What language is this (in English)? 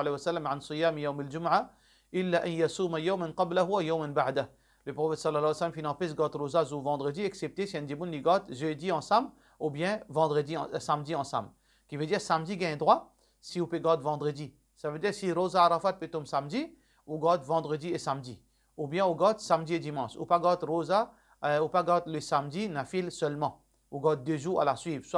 Morisyen